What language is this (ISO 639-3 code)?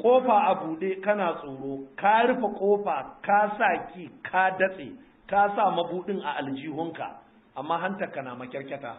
hau